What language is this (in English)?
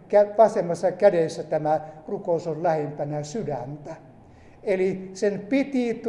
Finnish